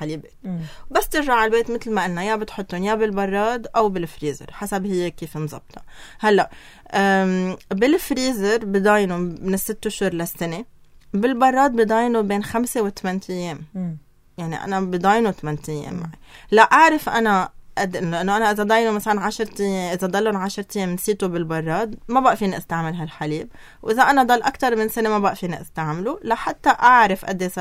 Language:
North Levantine Arabic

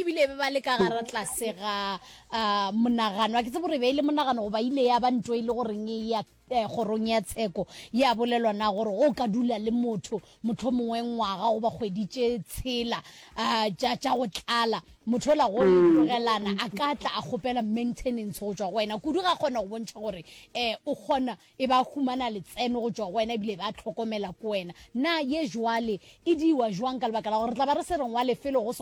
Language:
Northern Sotho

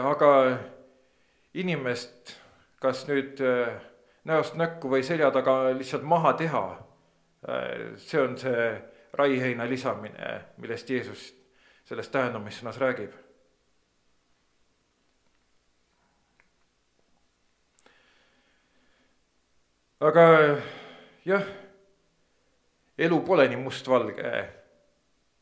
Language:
Estonian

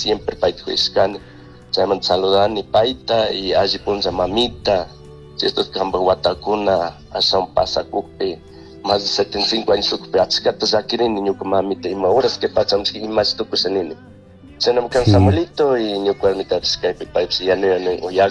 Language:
Chimborazo Highland Quichua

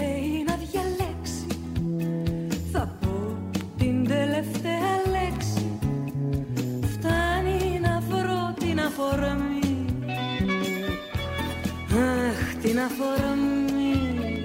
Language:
Greek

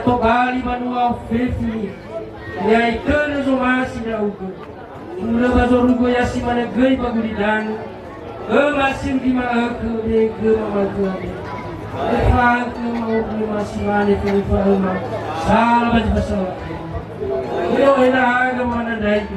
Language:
Nias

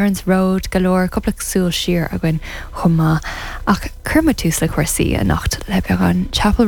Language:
Irish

